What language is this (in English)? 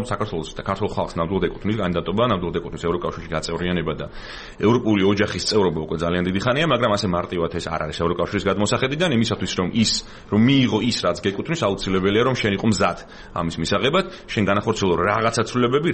Georgian